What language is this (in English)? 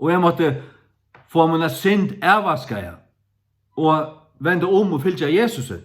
Faroese